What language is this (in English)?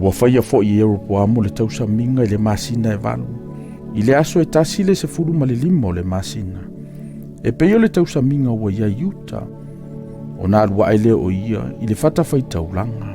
Samoan